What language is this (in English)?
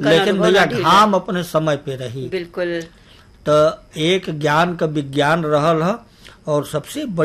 Bhojpuri